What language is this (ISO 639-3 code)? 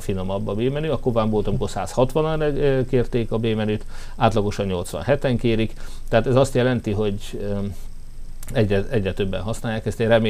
hun